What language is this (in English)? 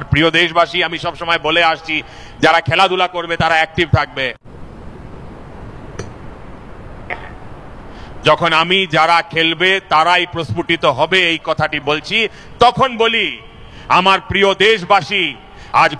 Bangla